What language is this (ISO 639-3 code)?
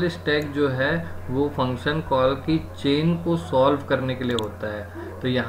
hin